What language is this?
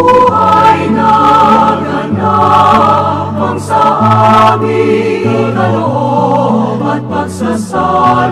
Bikol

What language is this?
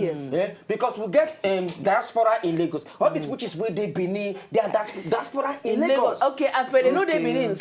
Nigerian Pidgin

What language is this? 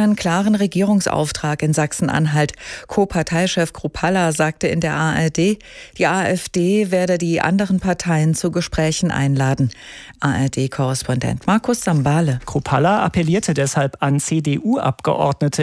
German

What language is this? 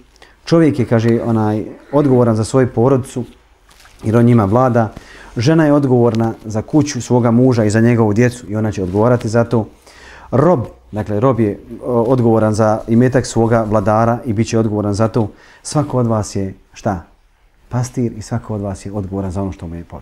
Bosnian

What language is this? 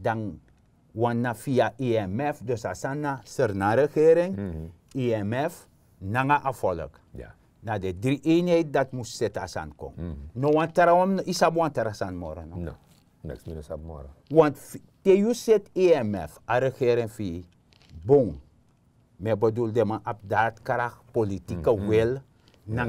Sranan Tongo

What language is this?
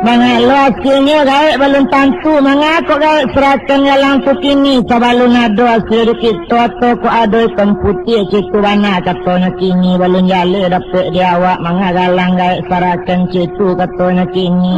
Minangkabau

